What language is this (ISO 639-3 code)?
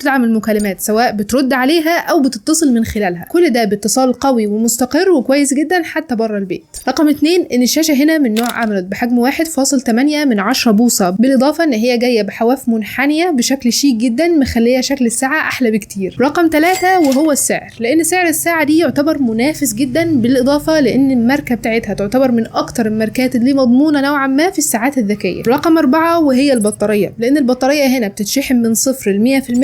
arz